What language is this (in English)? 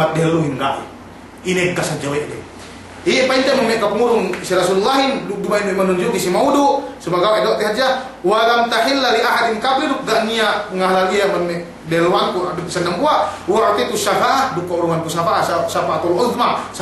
Yakan